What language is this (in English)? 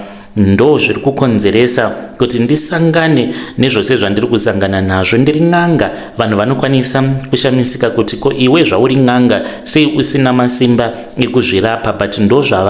Shona